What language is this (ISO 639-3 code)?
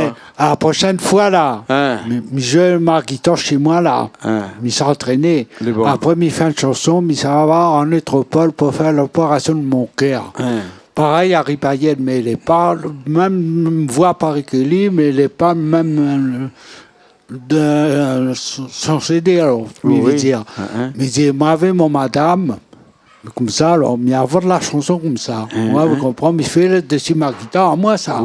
rcf